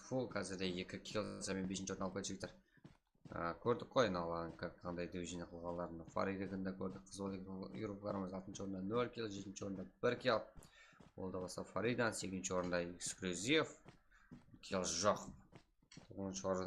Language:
Kara-Kalpak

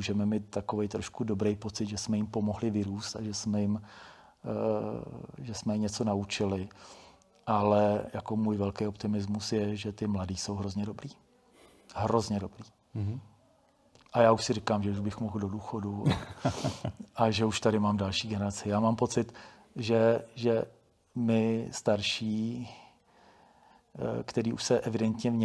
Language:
Czech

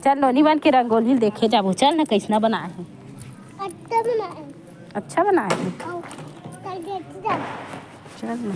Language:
Chhattisgarhi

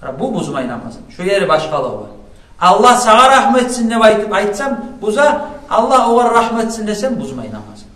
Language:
Kumyk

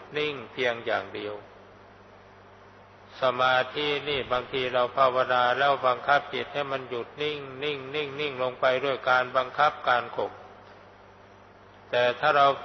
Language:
Thai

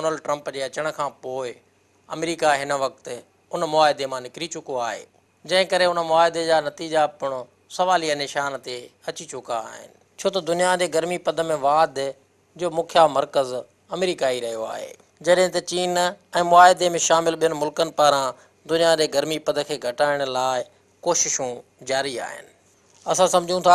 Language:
Sindhi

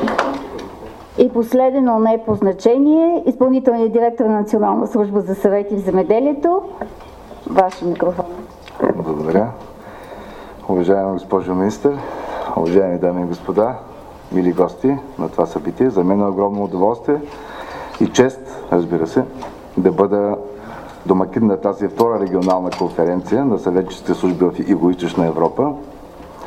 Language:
Bulgarian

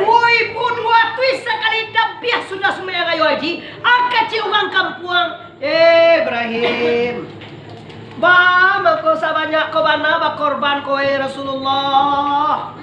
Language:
Minangkabau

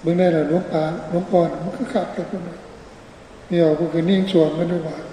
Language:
Northeastern Thai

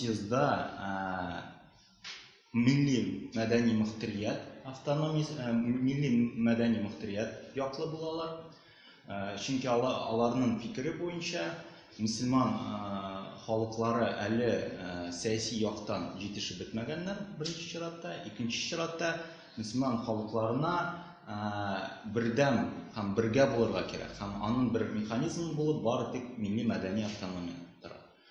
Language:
Tatar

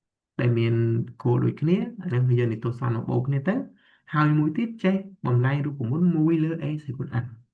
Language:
Khmer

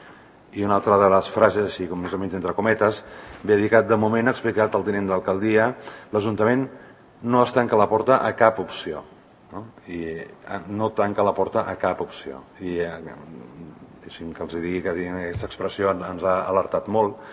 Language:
Catalan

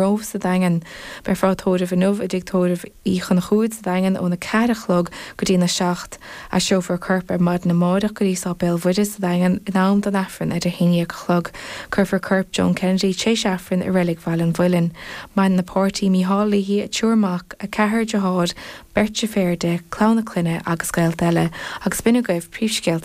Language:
Irish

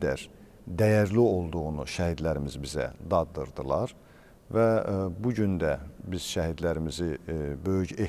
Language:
Azerbaijani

